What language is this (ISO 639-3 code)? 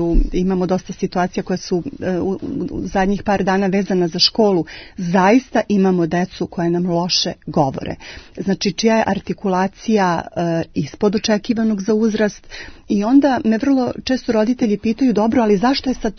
srp